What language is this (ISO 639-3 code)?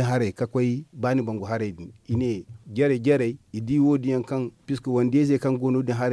dje